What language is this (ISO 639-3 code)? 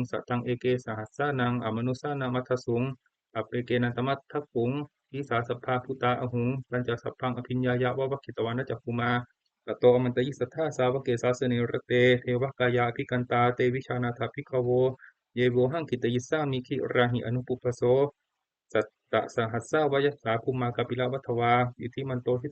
pli